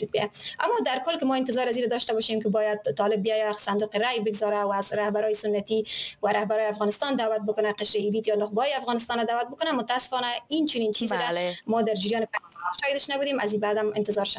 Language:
Persian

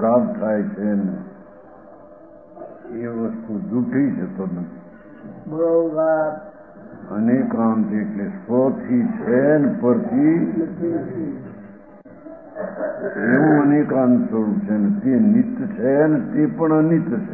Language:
Gujarati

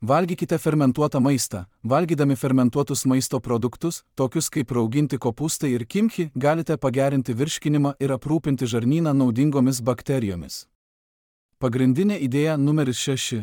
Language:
Lithuanian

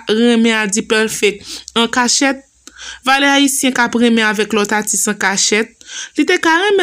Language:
Haitian Creole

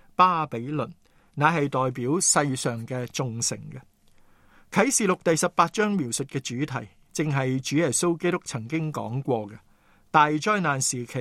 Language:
Cantonese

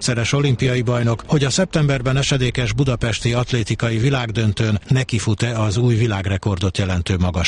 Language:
Hungarian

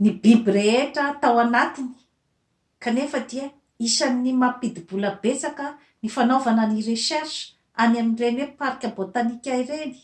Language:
Malagasy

